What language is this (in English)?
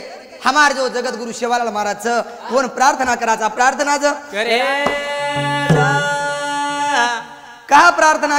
Lambadi